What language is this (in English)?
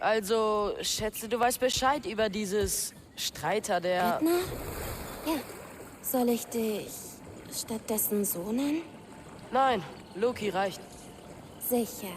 Bavarian